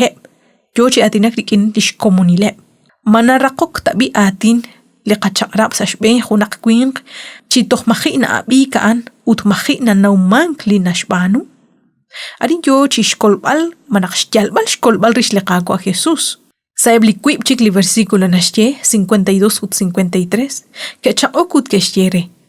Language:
Kekchí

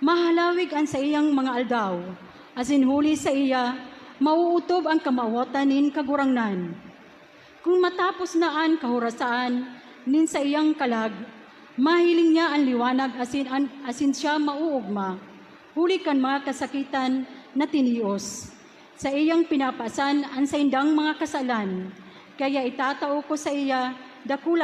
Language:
Bikol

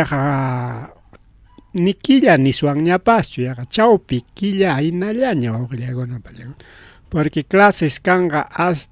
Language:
Ayacucho Quechua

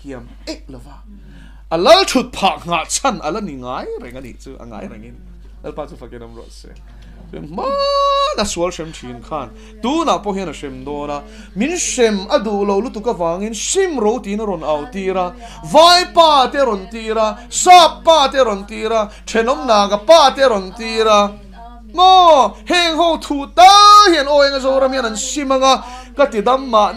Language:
Mizo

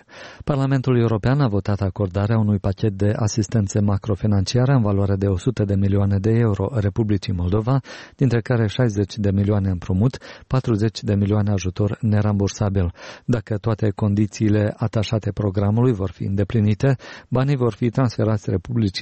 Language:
Romanian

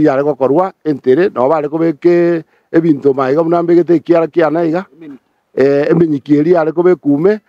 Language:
Gusii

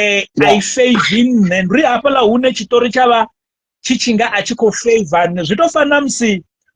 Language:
Venda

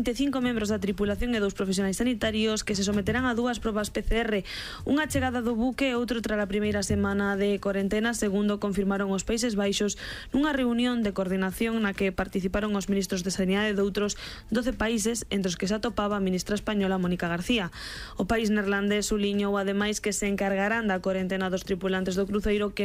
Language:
Galician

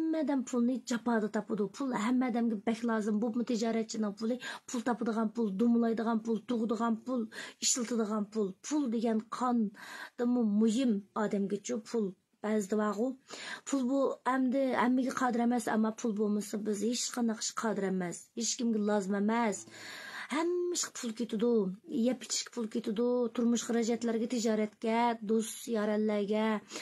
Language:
Uyghur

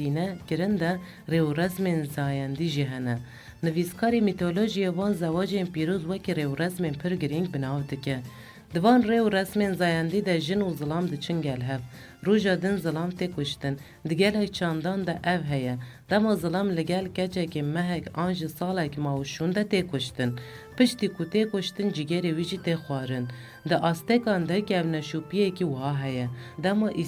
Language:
Kurdish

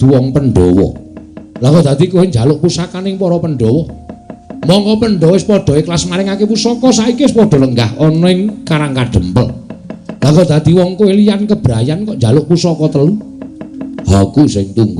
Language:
Javanese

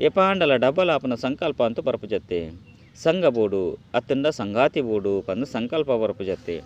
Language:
Tulu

